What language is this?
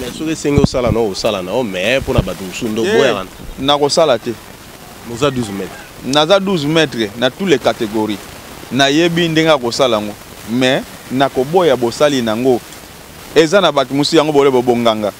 Lingala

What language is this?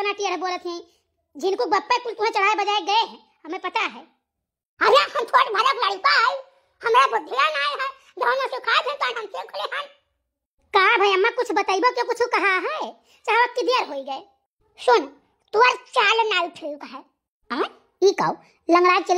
Awadhi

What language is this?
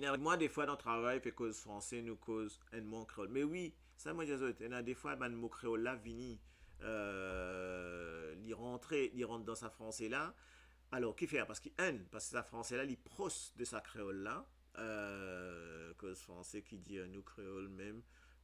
Morisyen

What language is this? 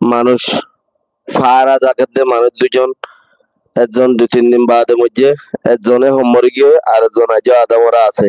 Rohingya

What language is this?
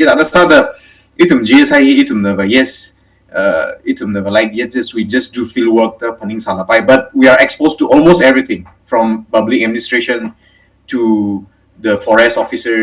Tangkhul Naga (India)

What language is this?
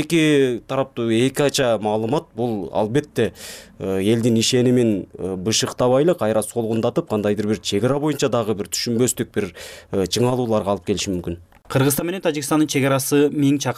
Kyrgyz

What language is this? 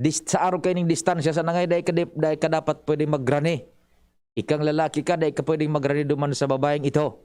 Bikol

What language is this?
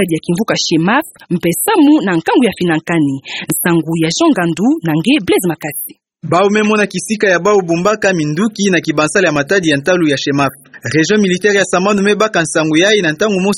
Kituba (Democratic Republic of Congo)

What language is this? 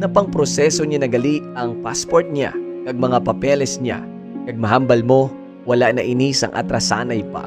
Hiligaynon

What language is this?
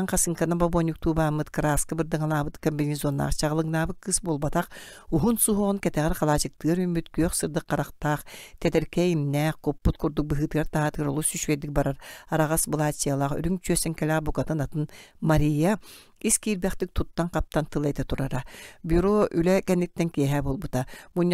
Yakut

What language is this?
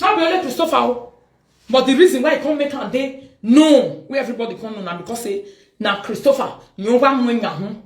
Nigerian Pidgin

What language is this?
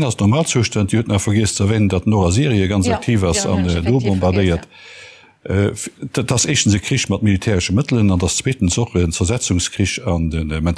Luxembourgish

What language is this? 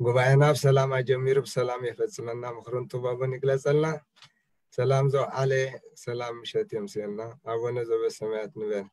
Tigrinya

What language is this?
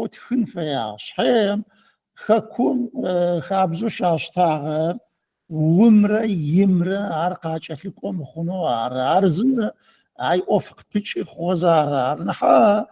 Adyghe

